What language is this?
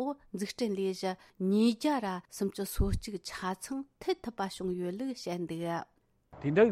Tibetan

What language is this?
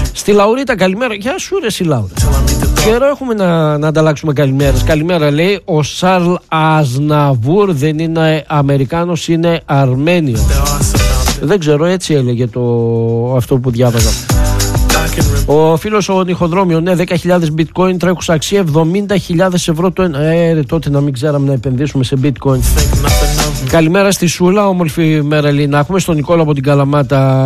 Greek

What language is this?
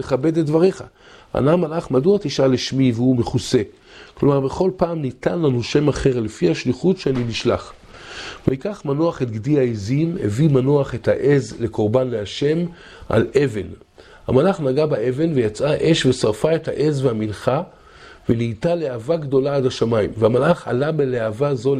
Hebrew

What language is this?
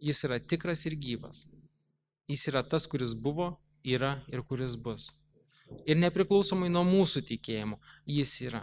Lithuanian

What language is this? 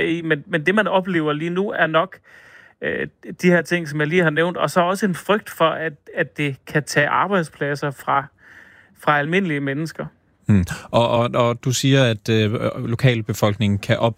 Danish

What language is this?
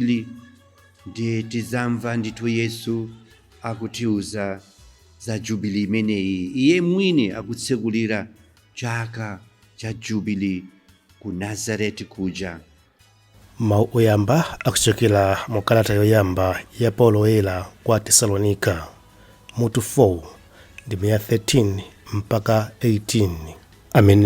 Nyanja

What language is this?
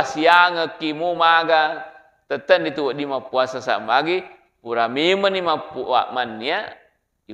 Buginese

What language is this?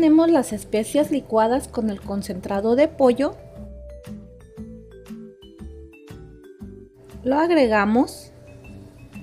Spanish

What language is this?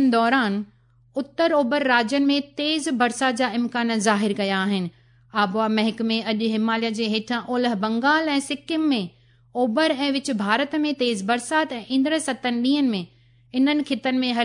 Sindhi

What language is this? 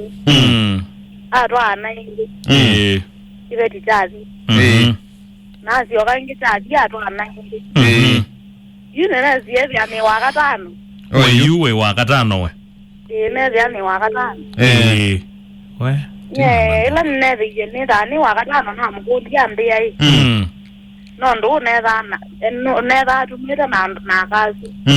Kamba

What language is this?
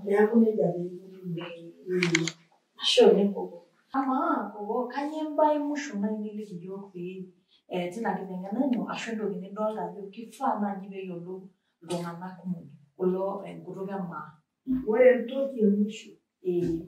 Masai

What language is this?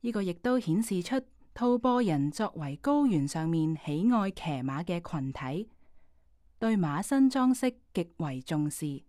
Cantonese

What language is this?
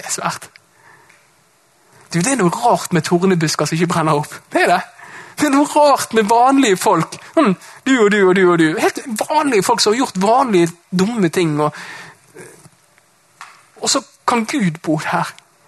Norwegian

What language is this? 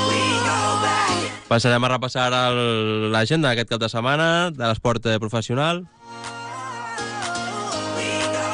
Catalan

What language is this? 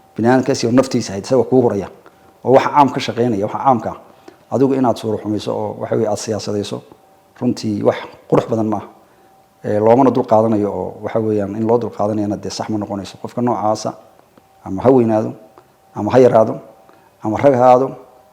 Somali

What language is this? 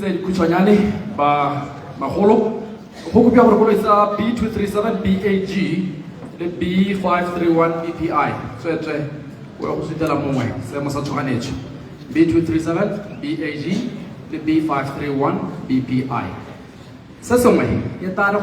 Tswana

